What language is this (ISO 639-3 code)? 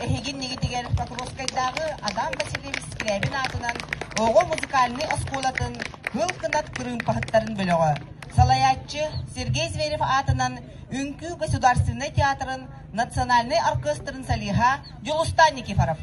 sah